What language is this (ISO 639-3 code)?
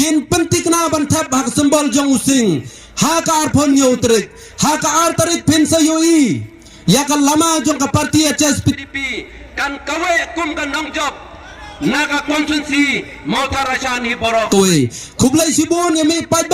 kha